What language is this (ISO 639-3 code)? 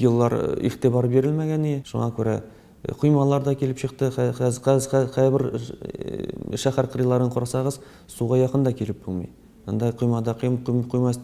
tat